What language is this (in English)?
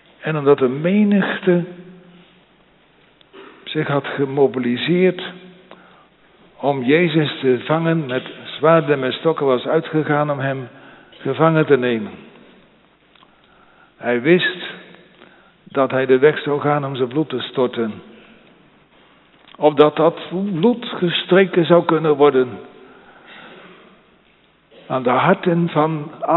Dutch